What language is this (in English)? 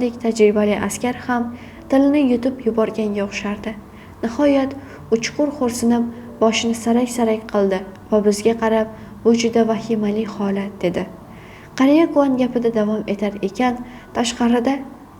Uzbek